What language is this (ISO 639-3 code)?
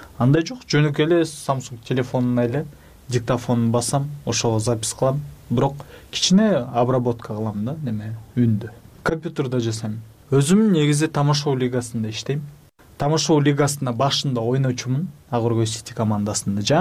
kir